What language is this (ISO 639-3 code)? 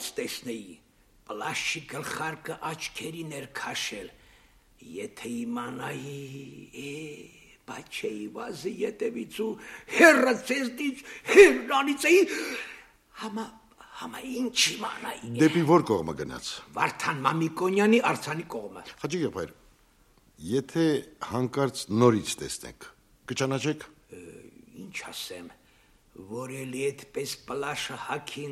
hye